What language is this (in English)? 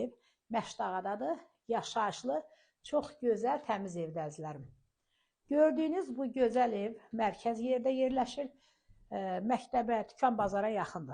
Azerbaijani